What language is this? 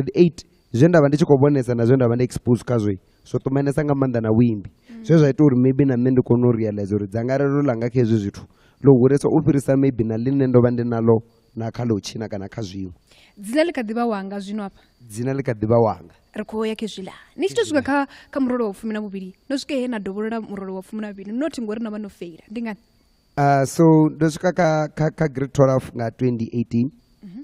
Venda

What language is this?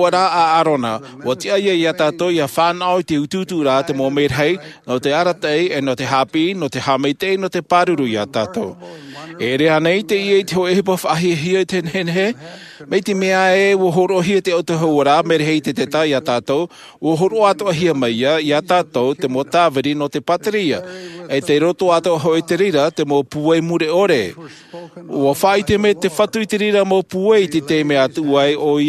Tahitian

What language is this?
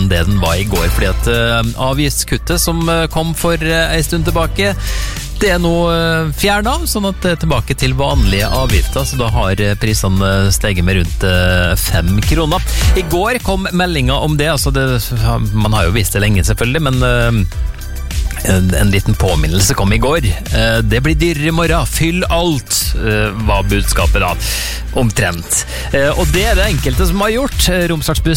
Norwegian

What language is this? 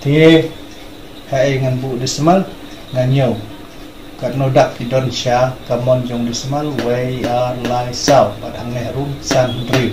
Khasi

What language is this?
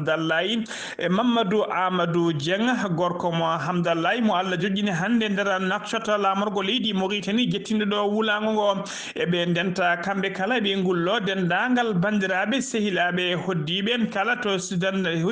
Fula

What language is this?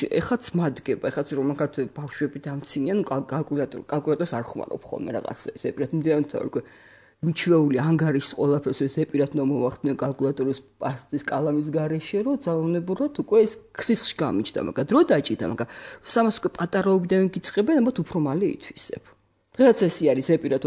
Georgian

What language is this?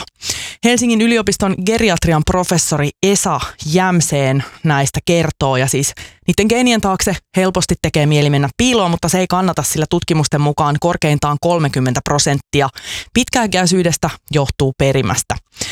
Finnish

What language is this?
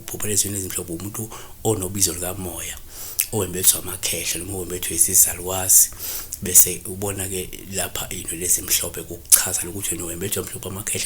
Zulu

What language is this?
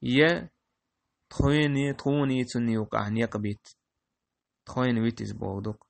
Chechen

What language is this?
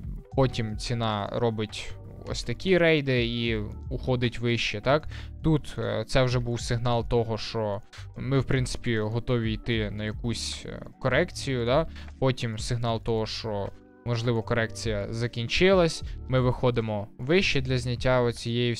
Ukrainian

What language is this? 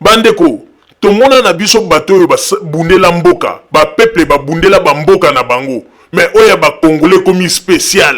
Lingala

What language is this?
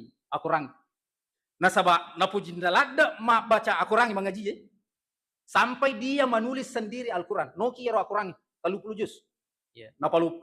Buginese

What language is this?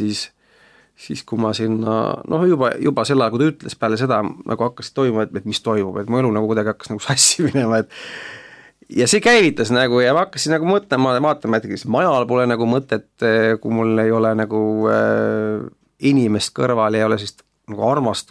Estonian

